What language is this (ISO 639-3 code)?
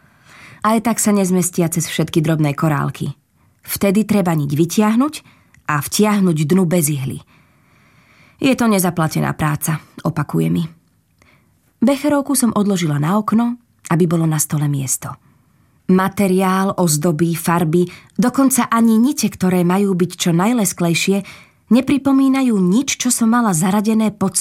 slk